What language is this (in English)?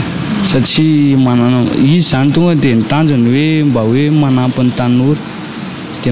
Malagasy